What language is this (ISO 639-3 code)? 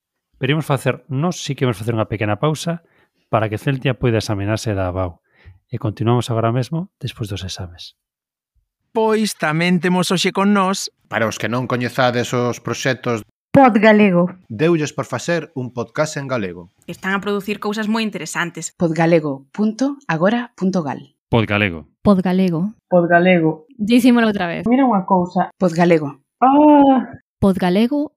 glg